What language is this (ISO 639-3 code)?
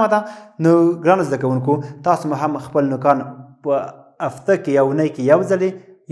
pus